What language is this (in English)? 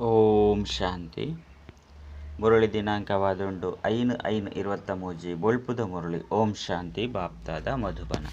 Tulu